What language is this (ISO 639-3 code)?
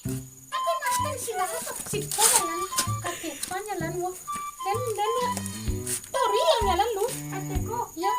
min